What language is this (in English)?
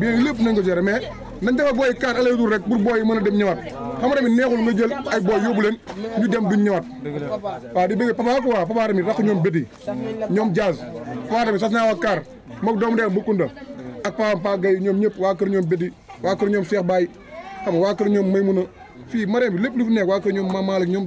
Wolof